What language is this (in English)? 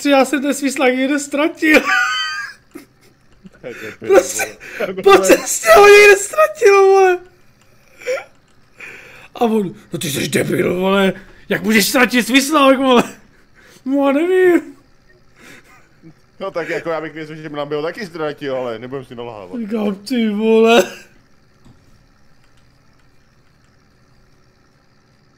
Czech